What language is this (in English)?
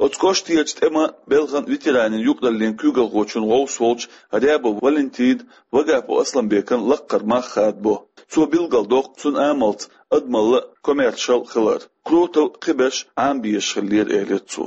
Chechen